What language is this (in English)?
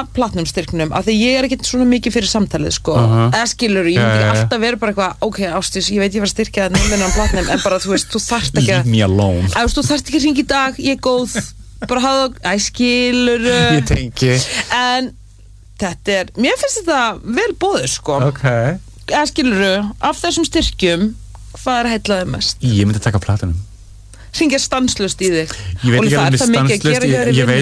Icelandic